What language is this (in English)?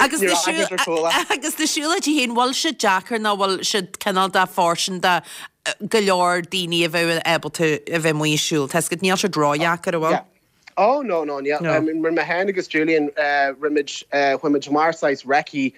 Irish